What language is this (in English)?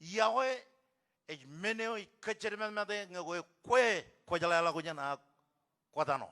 Marshallese